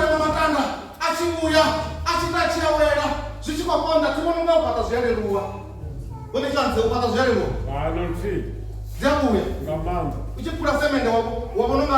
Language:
Venda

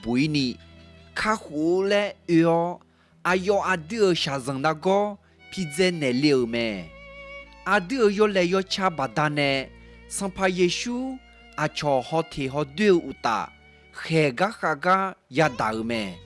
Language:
Akha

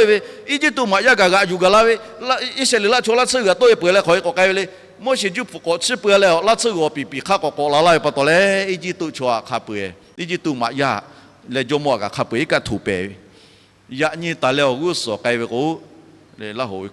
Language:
Lahu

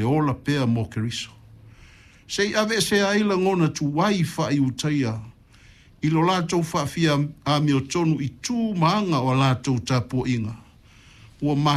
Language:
Samoan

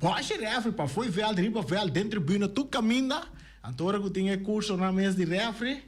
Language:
Papiamento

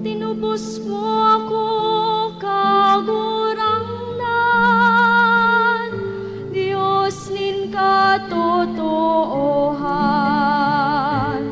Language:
Bikol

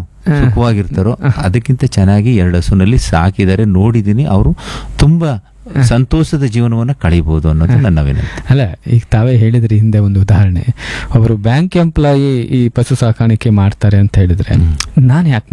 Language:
Kannada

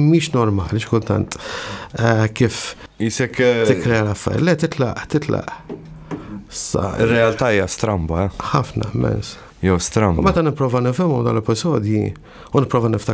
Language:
Maltese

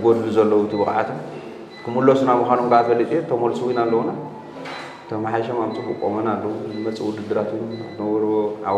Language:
Tigrinya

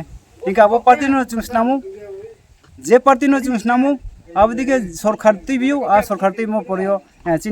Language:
Riang (India)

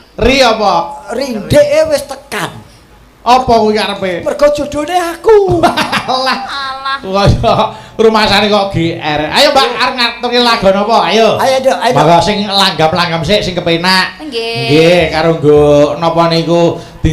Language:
Javanese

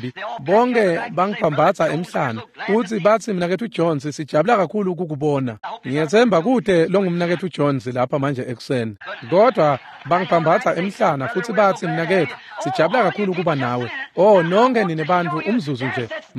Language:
Swati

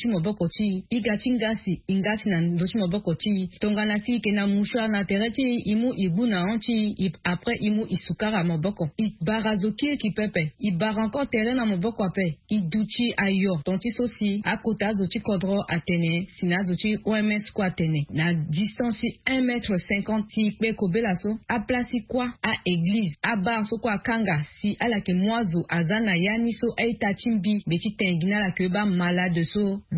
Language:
Sango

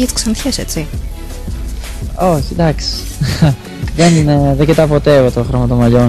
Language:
Greek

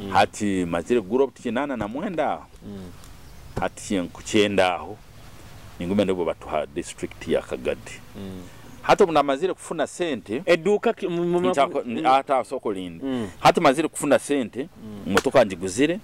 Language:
Nyoro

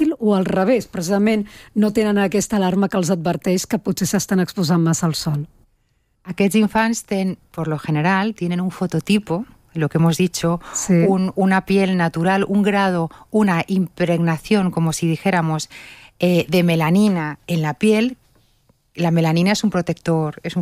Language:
Catalan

